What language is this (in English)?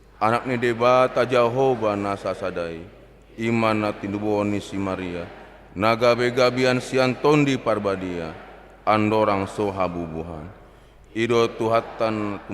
Batak Toba